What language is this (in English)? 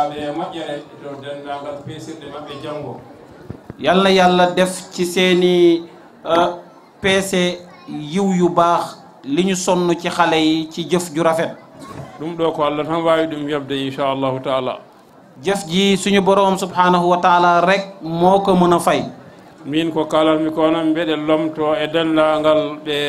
Fula